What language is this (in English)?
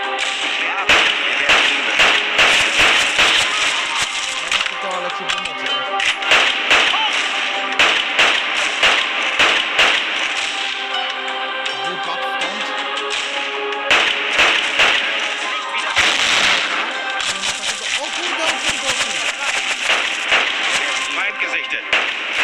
Polish